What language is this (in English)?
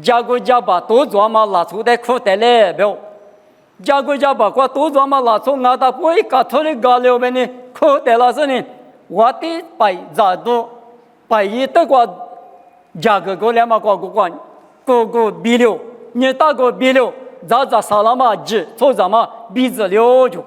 Lisu